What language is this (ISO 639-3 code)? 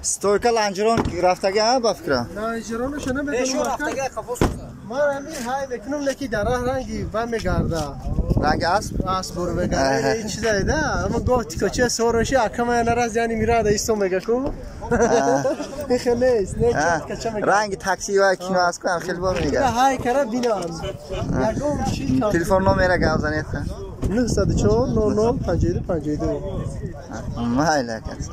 tgk